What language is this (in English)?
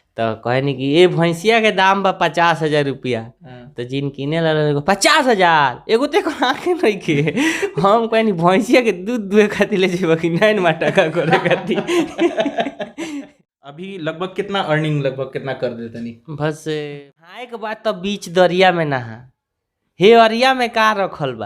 Bhojpuri